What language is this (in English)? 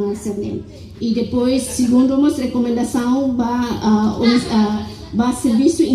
Tetum